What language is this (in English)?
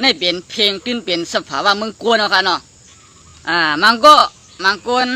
Shan